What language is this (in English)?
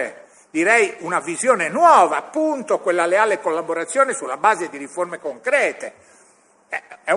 Italian